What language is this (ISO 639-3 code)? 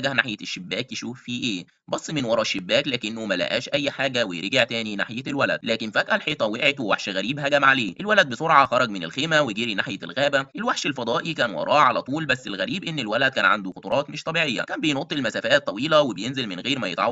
arz